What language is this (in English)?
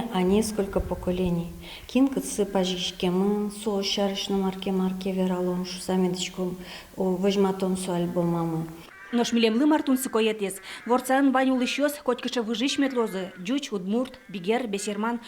Udmurt